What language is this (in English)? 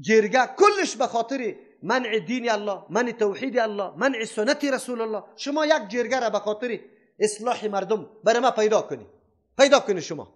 Persian